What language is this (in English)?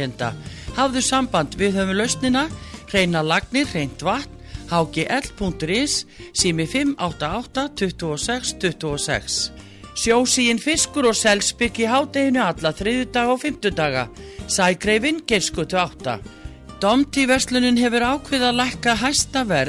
Icelandic